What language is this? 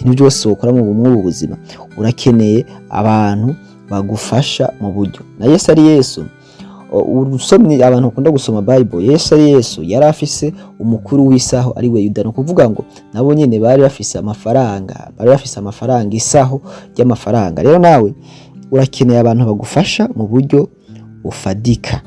Rundi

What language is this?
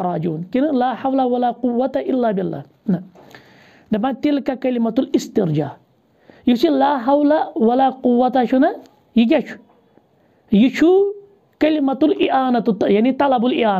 Kashmiri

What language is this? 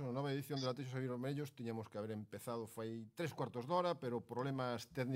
Galician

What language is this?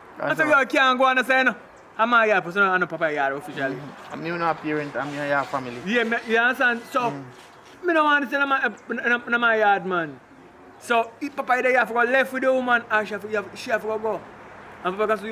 Jamaican Creole English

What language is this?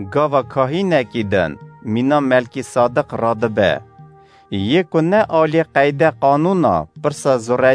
Kurdish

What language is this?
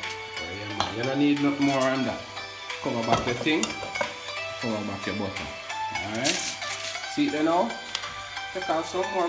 Jamaican Creole English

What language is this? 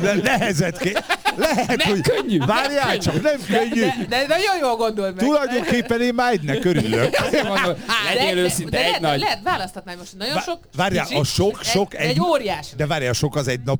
Hungarian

